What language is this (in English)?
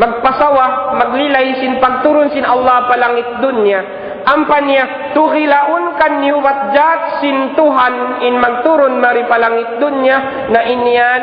Tausug